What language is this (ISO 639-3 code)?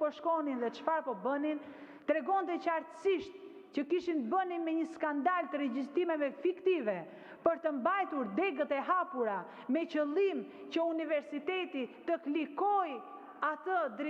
sqi